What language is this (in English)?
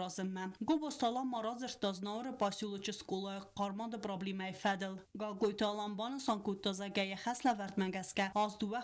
Ossetic